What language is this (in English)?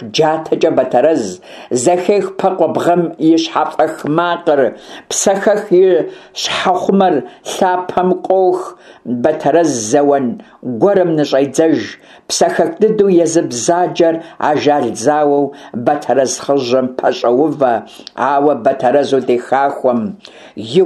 Kabardian